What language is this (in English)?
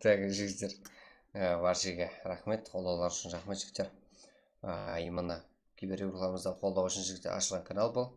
Kara-Kalpak